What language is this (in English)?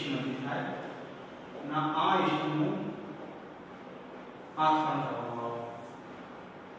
Gujarati